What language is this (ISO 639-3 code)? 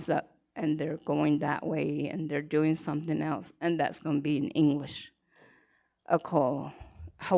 nav